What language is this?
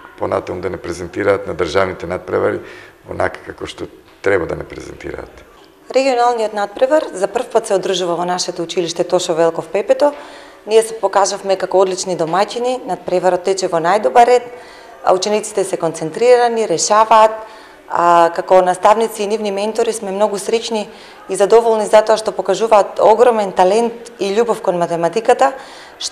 Macedonian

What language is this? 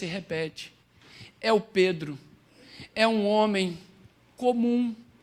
Portuguese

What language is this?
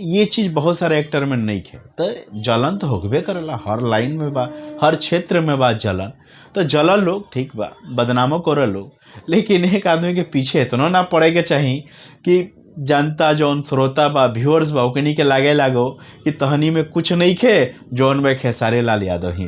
Bhojpuri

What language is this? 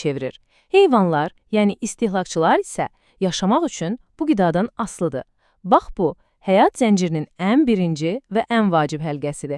Azerbaijani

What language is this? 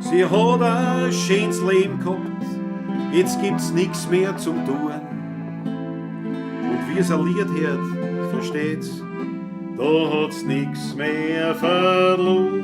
Bavarian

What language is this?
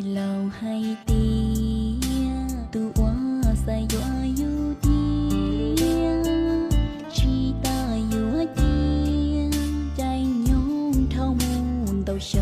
Hmong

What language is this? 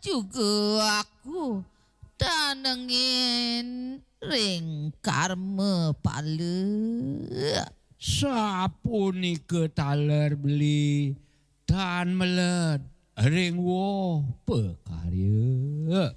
Balinese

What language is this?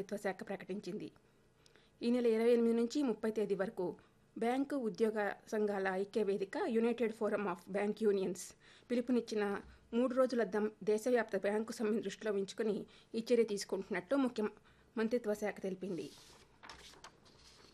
Telugu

